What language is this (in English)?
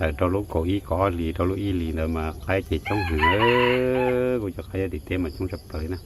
Hmong